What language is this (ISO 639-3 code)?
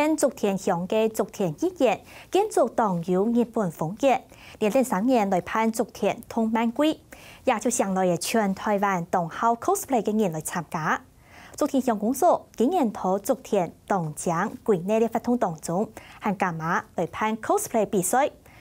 hak